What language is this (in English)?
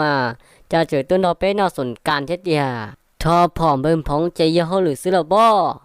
Hmong